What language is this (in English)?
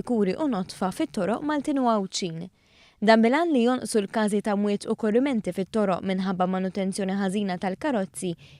Maltese